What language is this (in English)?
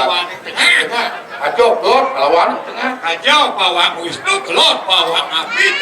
Balinese